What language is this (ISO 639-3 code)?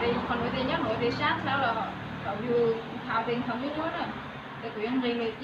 hmn